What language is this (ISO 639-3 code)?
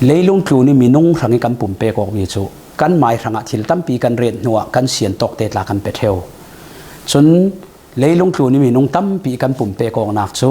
cfm